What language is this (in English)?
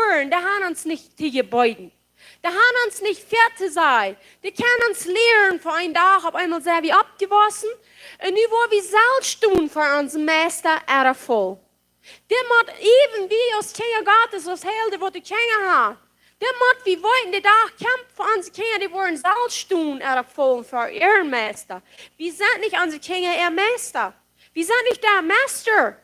Plautdietsch